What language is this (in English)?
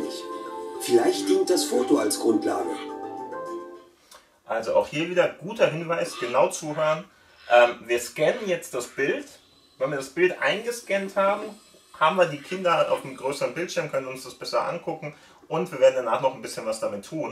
German